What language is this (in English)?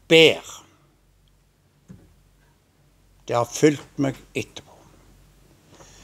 Norwegian